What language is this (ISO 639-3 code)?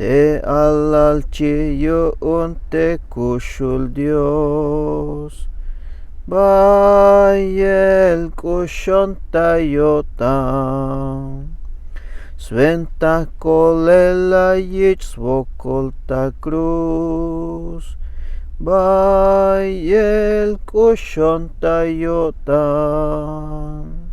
tzh